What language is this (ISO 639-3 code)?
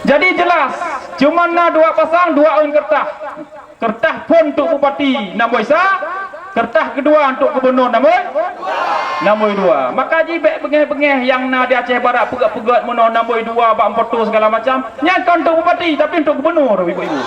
ace